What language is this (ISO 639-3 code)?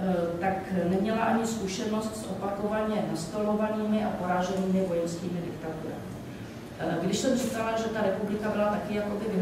ces